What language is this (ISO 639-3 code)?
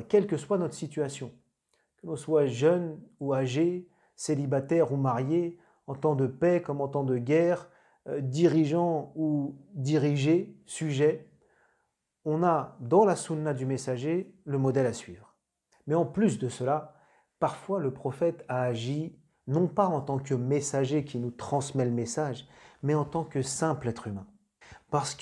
fra